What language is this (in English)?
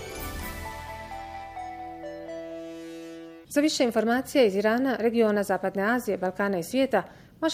Bosnian